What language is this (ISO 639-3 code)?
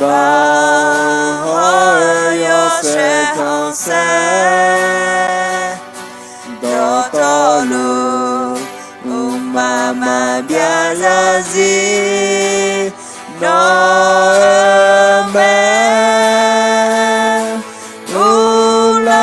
ahk